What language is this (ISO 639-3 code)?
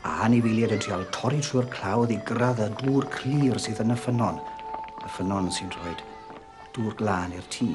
cym